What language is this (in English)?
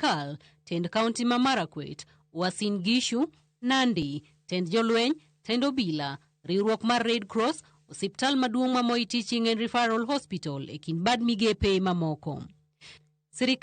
Luo (Kenya and Tanzania)